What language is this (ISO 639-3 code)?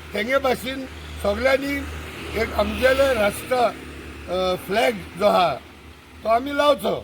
kok